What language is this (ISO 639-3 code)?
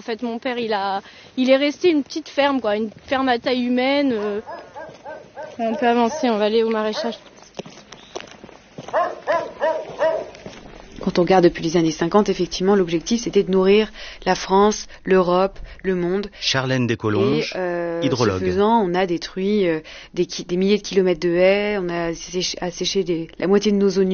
fra